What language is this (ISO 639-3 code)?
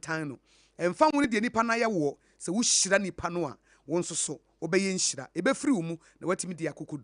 aka